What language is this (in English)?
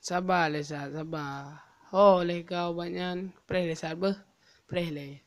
Achinese